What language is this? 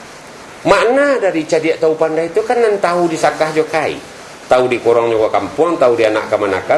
Minangkabau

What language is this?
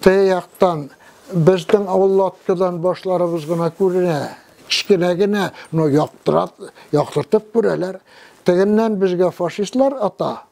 Tatar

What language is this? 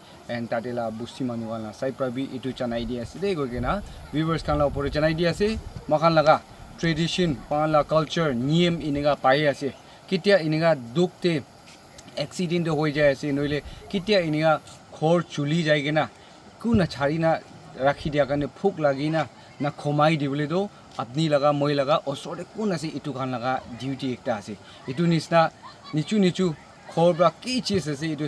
Naga Pidgin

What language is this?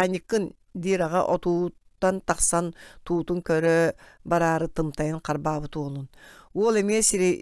Yakut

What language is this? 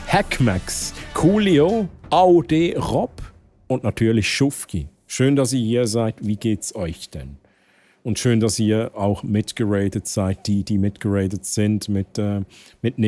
Swiss German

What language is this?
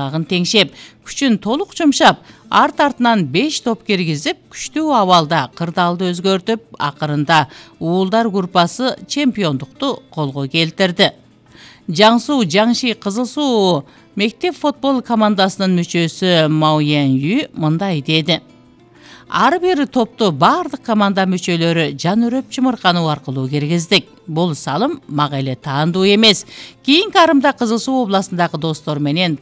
Kyrgyz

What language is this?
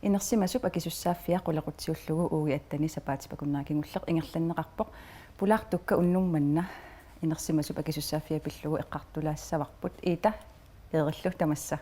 Kalaallisut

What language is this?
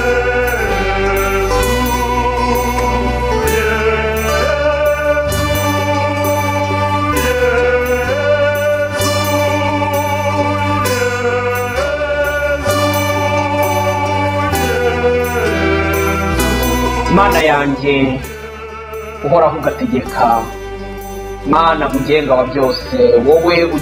Kinyarwanda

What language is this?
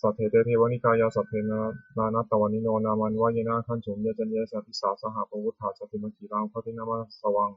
Pali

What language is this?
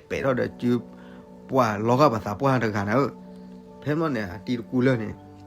S'gaw Karen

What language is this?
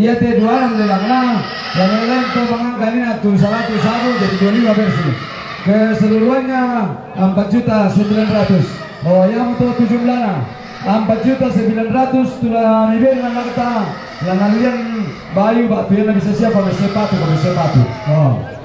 Toraja-Sa'dan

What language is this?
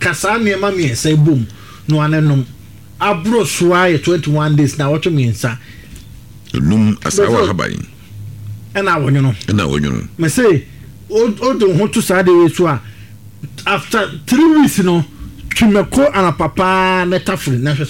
Akan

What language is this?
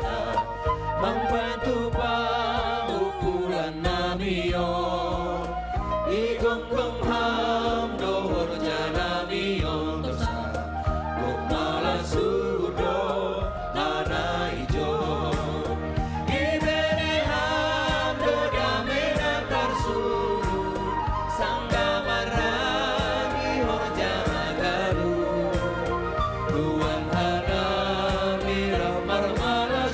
Batak Simalungun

